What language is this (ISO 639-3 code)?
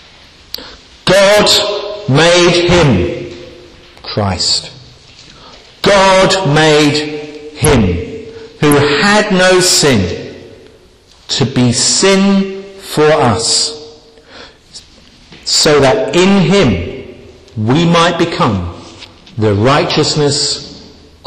eng